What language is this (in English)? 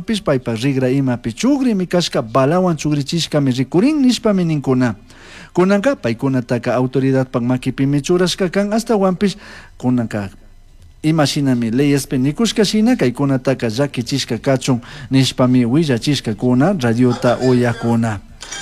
Chimborazo Highland Quichua